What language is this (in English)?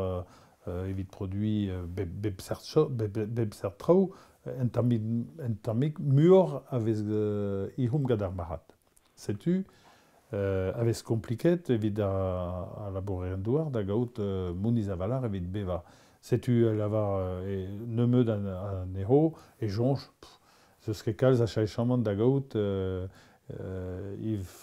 Breton